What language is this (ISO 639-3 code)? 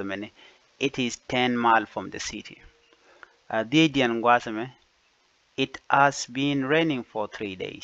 nus